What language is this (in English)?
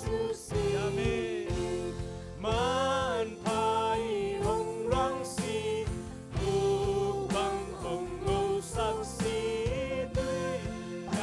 Tedim Chin